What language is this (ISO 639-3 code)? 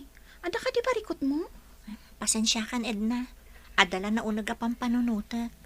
ilo